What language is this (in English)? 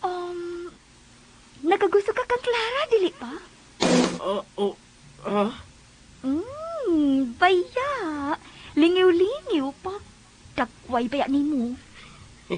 Cebuano